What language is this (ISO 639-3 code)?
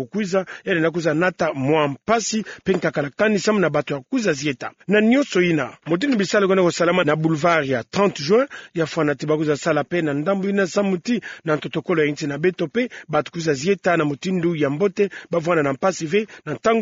ktu